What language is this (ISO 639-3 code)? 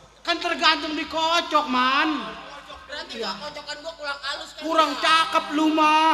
bew